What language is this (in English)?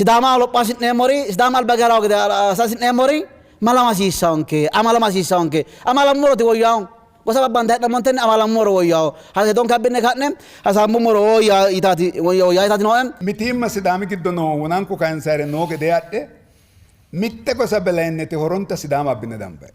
Sidamo